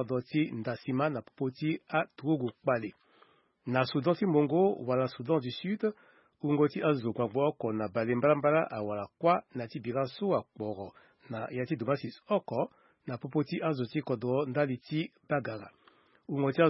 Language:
Sango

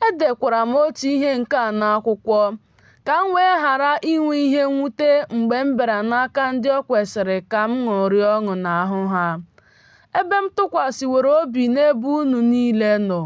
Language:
Igbo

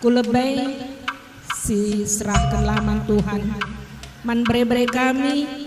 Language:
Batak Karo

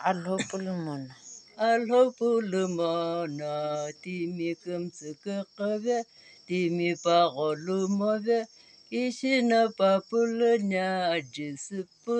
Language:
Sumi Naga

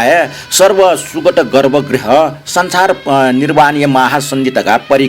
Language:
Newari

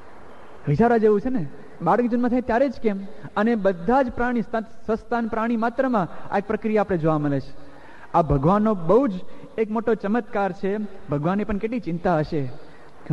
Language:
Gujarati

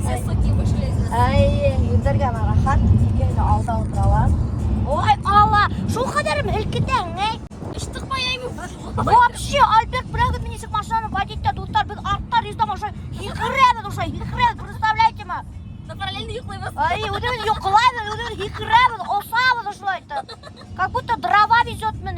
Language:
Bashkir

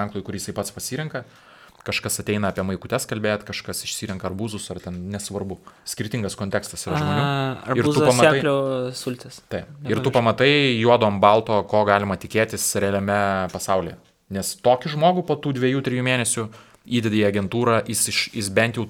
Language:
Lithuanian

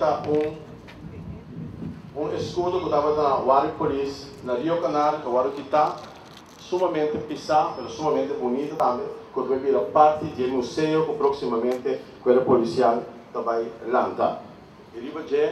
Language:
Papiamento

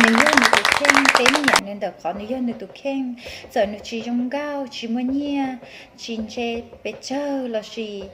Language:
Hmong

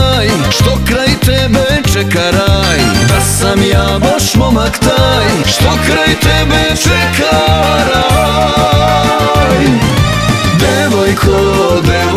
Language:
Serbian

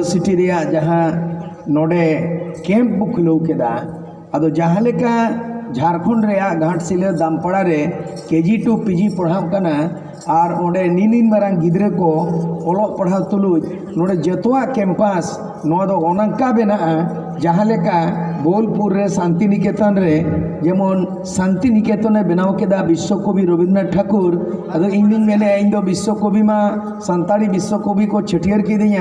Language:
Santali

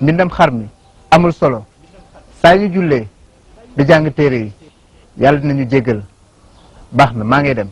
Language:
Wolof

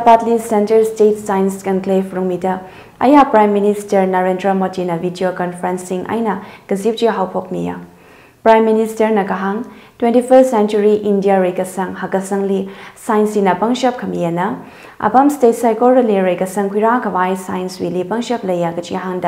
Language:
Tangkhul Naga (India)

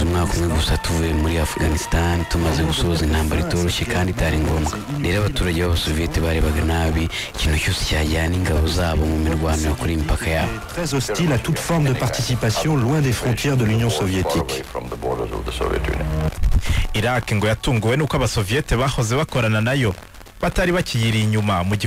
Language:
Kinyarwanda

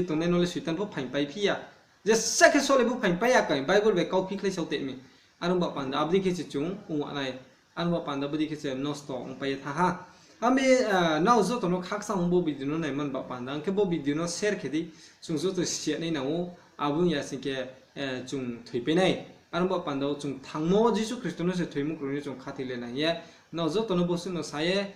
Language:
Riang (India)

